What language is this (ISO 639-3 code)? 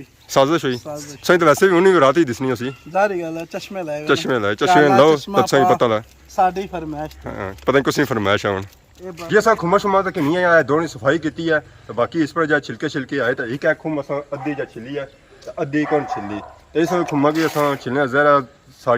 phr